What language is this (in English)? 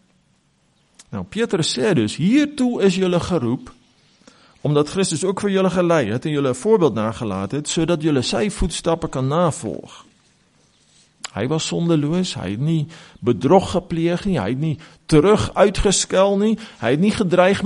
Afrikaans